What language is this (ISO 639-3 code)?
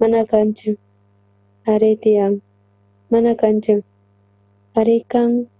quh